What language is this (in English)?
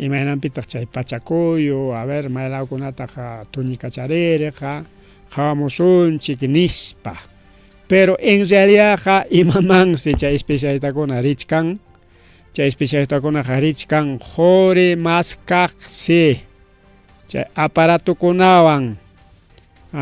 Ayacucho Quechua